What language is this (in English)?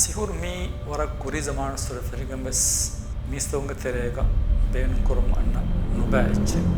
Divehi